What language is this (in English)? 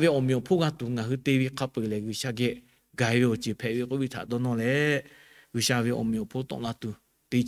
Lahu